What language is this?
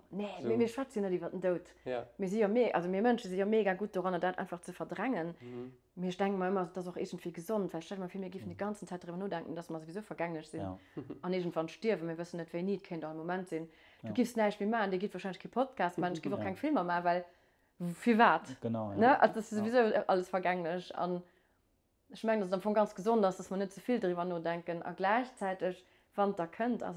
Luxembourgish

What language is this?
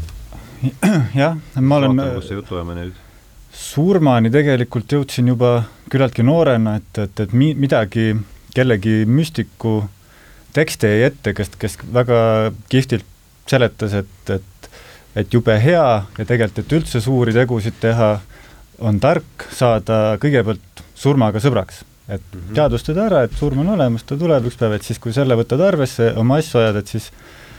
Estonian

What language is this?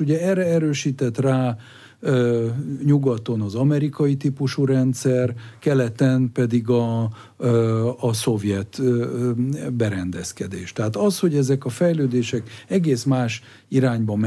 Hungarian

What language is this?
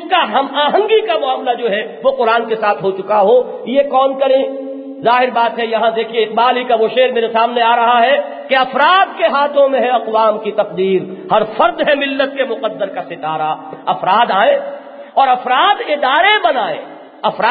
Urdu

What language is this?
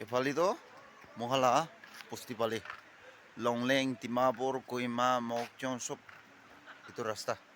Naga Pidgin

